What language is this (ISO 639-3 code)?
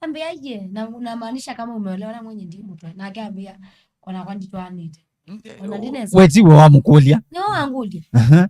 kam